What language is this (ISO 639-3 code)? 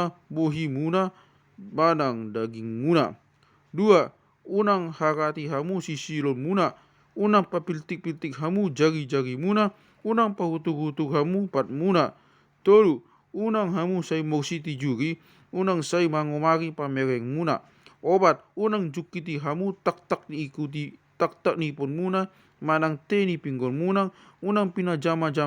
bbc